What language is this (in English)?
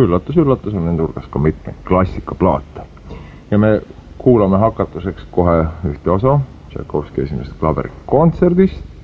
Estonian